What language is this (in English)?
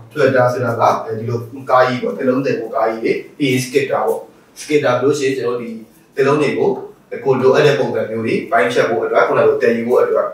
Burmese